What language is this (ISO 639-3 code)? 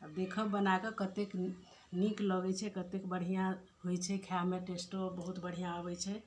mai